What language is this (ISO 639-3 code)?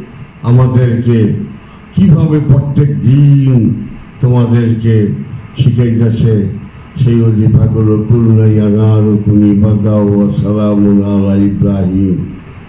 ben